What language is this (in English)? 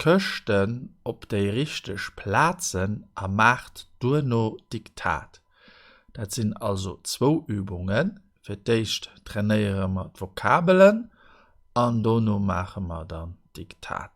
Luxembourgish